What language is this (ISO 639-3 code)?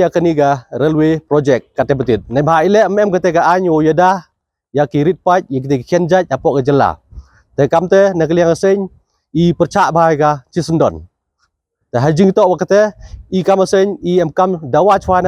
kha